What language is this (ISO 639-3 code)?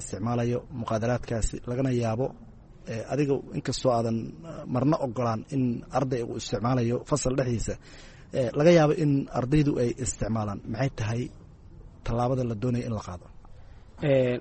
som